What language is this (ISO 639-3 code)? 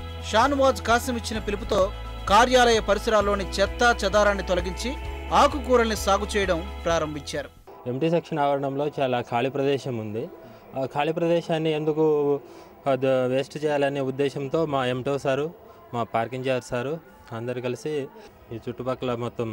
tel